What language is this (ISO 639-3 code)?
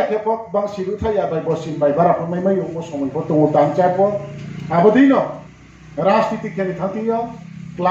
ria